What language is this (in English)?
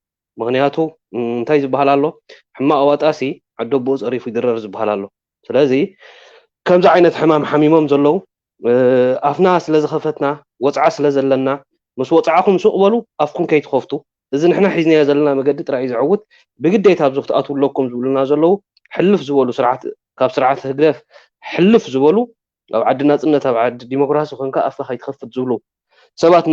Tigrinya